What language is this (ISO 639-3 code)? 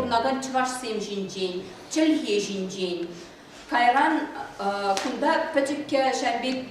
chv